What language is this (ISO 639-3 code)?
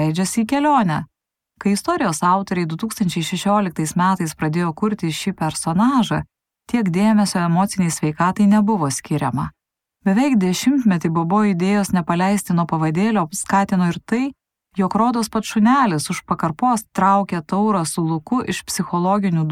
lit